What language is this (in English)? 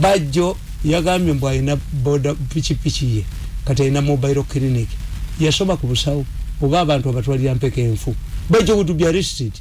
Ganda